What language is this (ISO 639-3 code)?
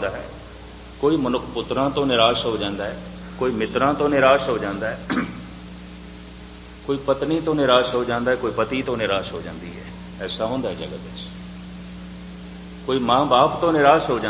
pan